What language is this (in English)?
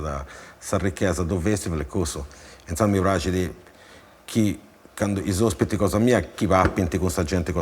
Sardinian